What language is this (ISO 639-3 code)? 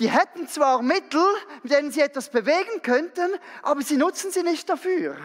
gsw